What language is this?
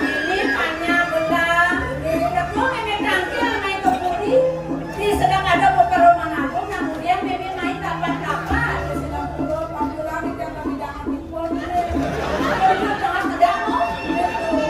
Balinese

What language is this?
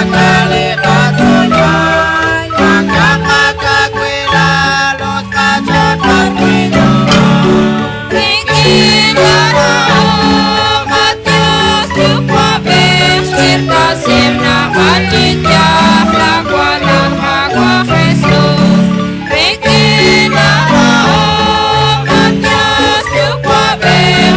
Kekchí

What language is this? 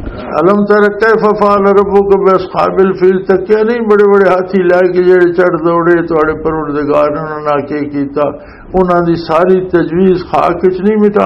Western Panjabi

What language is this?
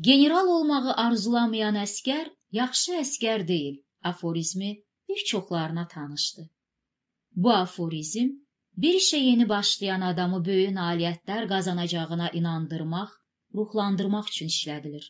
Azerbaijani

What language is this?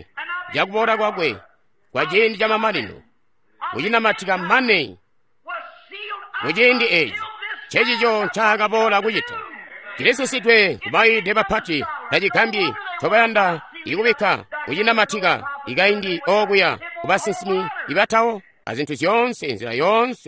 Tonga (Zambia)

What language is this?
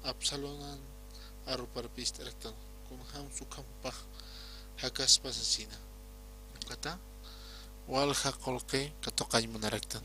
Aymara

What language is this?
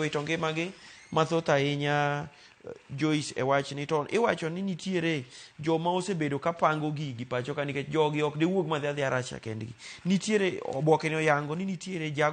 Luo (Kenya and Tanzania)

